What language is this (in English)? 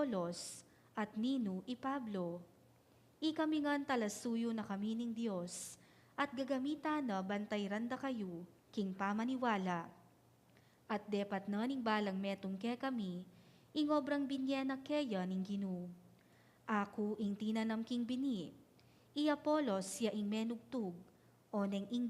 Pampanga